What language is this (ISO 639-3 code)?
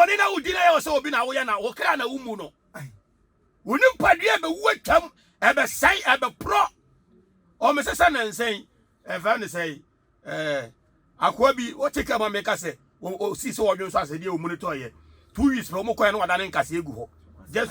aka